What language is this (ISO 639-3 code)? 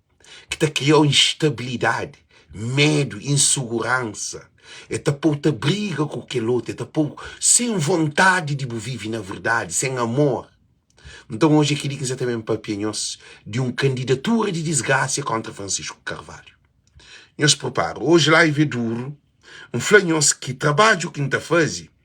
kea